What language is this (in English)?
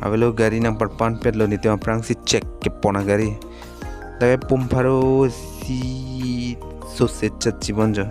Karbi